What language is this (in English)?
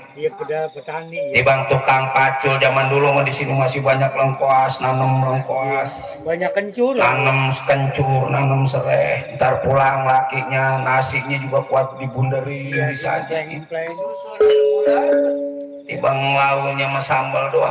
Betawi